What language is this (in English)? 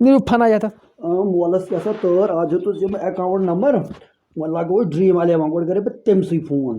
Kashmiri